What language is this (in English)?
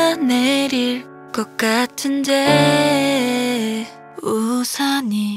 Korean